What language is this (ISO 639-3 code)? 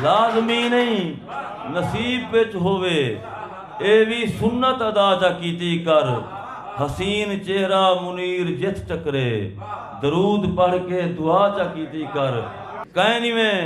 skr